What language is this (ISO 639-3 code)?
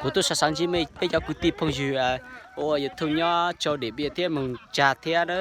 hmn